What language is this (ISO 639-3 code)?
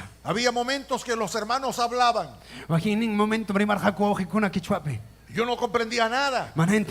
quy